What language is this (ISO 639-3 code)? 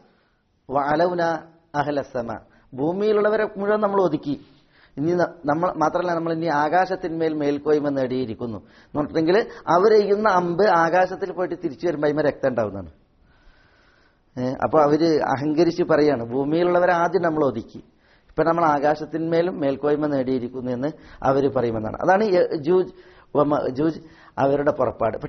mal